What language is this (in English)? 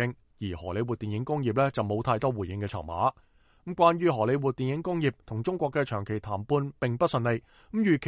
Cantonese